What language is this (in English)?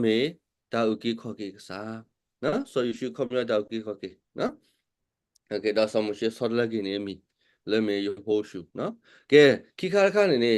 S'gaw Karen